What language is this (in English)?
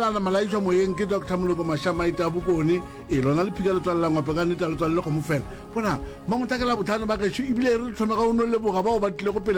Northern Sotho